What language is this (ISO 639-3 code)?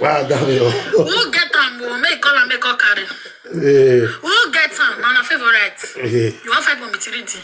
pcm